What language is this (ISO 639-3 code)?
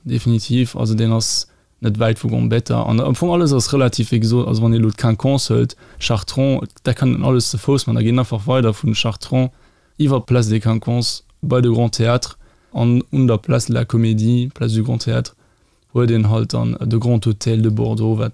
ltz